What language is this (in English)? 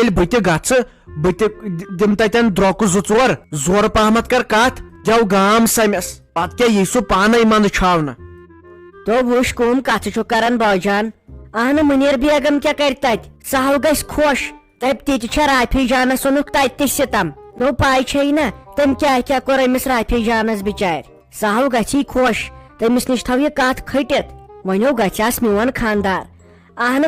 Kashmiri